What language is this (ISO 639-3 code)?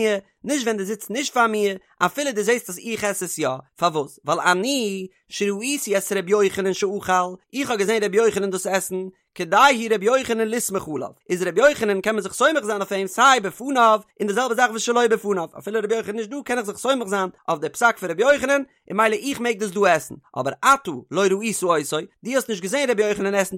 yid